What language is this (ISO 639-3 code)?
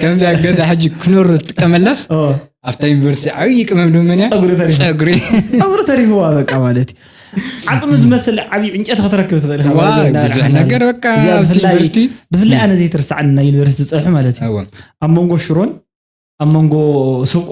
tir